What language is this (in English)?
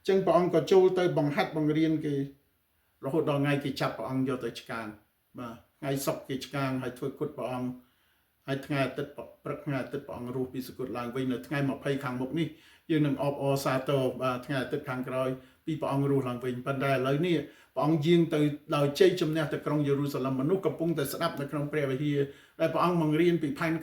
Khmer